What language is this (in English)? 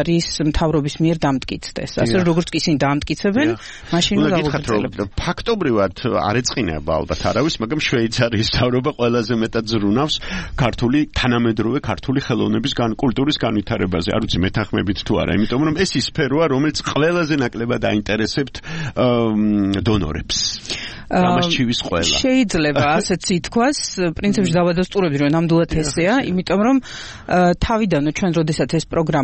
Georgian